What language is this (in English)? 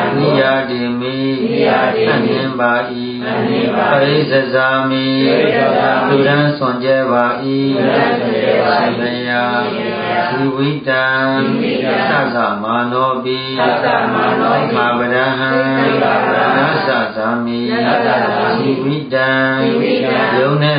Burmese